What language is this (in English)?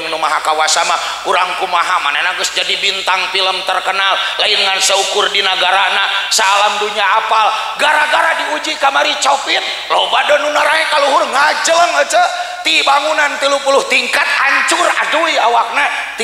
Sundanese